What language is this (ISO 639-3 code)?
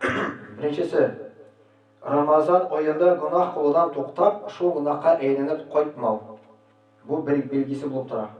tat